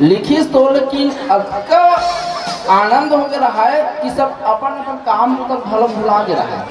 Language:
Chhattisgarhi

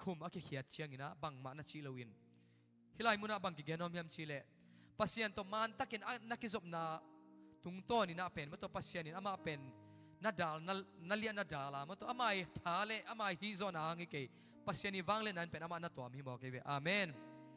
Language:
Tedim Chin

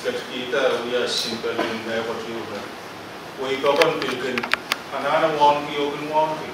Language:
Pohnpeian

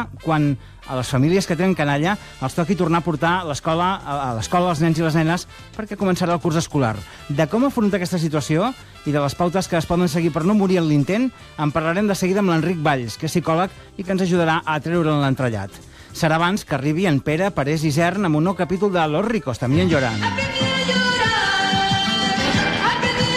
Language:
Catalan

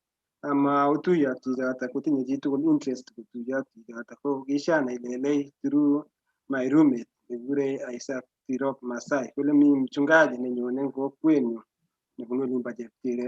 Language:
Kalenjin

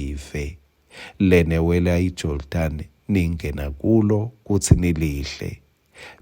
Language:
Swati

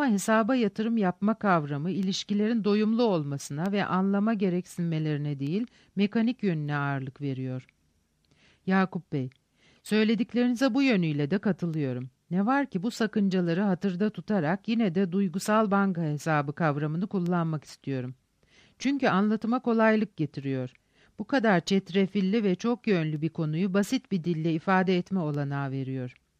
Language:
Turkish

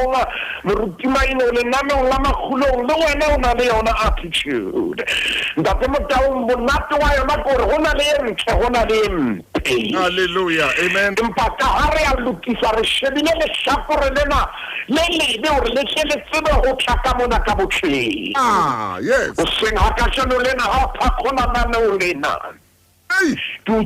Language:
Southern Sotho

